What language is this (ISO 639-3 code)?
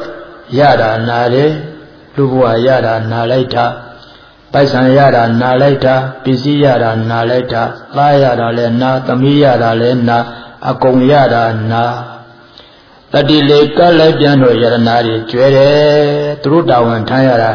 mya